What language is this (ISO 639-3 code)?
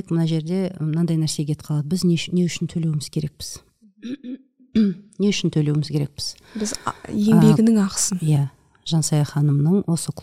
kaz